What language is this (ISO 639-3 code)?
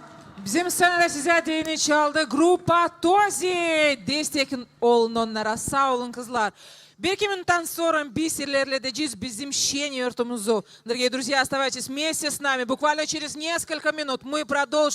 gag